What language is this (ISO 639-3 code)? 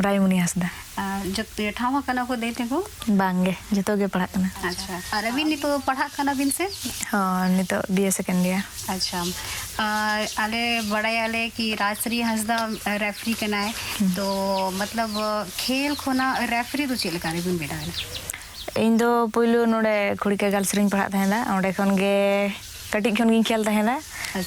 sat